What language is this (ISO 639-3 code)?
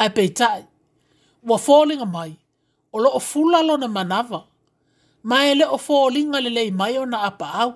smo